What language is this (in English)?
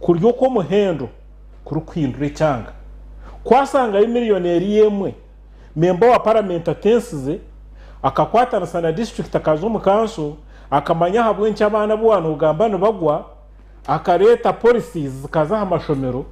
Nyankole